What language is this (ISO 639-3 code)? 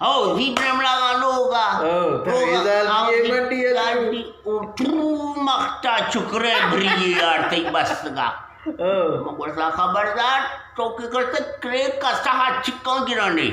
bgp